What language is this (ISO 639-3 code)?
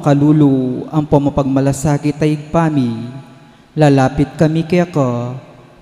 pam